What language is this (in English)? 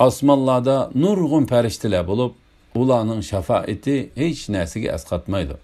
Uyghur